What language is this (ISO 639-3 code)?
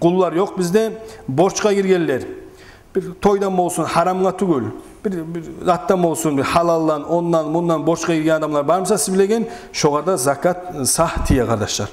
kum